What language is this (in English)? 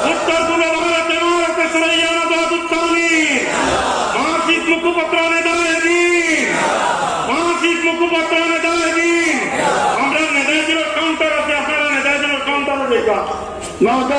Sylheti